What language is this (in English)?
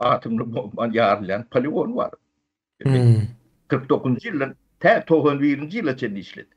Turkmen